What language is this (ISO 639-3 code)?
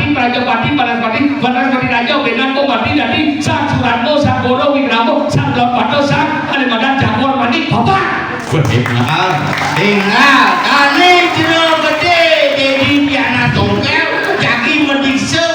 ban